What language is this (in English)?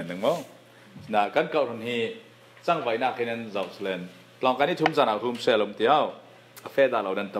Falam Chin